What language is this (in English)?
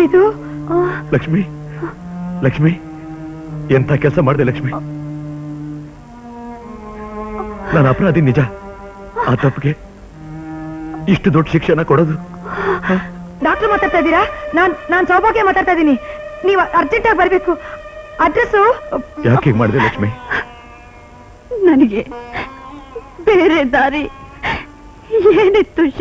Kannada